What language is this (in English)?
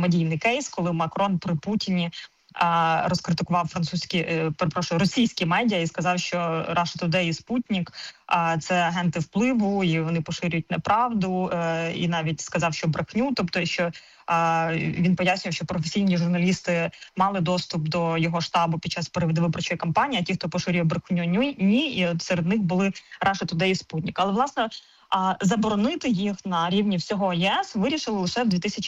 Ukrainian